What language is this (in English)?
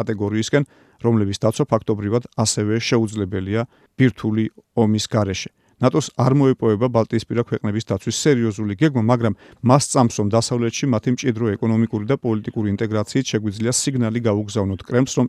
Georgian